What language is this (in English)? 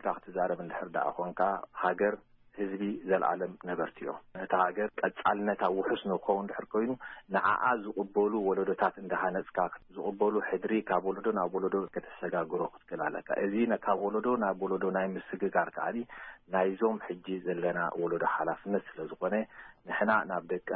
Tigrinya